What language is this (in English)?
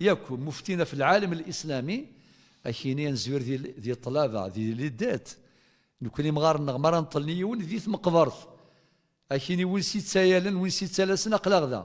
Kabyle